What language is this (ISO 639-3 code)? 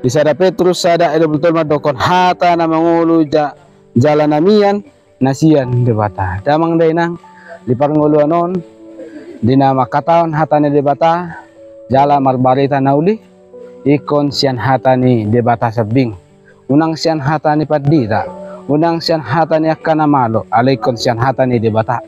bbc